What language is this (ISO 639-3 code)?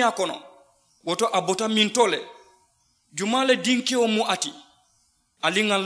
man